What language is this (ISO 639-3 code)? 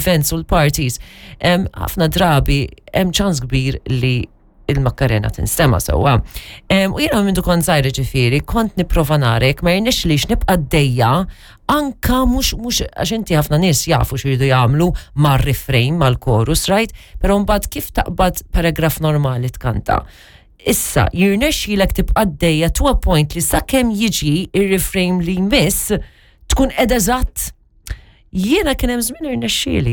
mlt